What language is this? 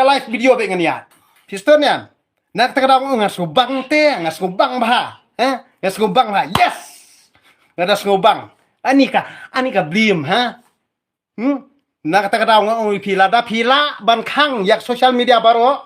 Khasi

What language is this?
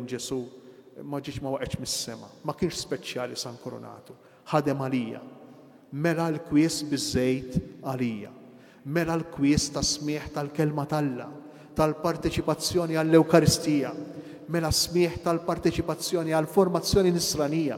Maltese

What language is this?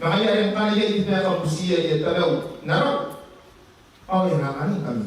Gilbertese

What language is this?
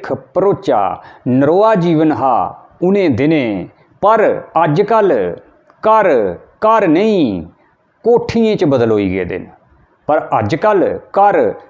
Dogri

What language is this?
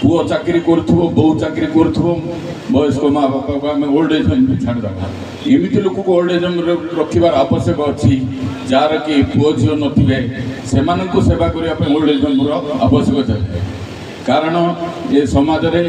Odia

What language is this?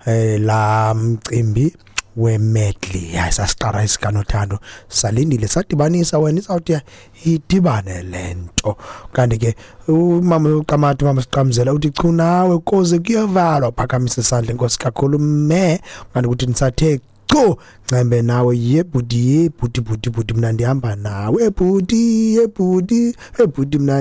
Xhosa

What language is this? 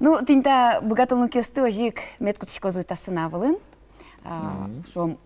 Udmurt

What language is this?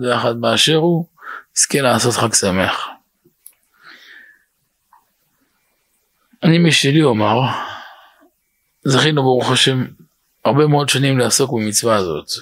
Hebrew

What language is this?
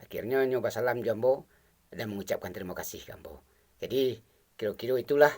Minangkabau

